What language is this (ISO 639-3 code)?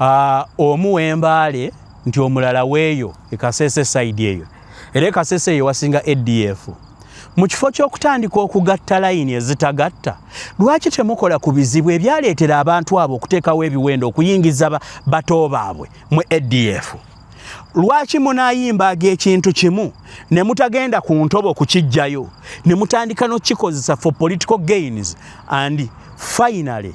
lug